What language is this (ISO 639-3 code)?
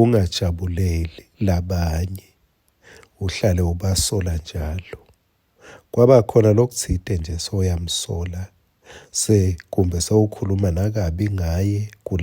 ssw